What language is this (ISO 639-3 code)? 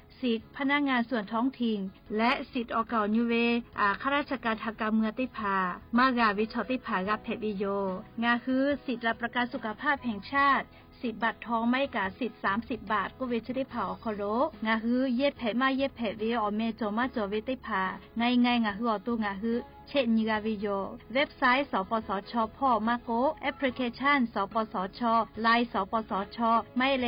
lhu